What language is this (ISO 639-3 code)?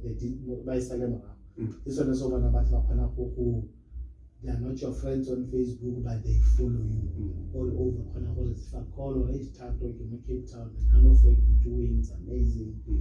tsn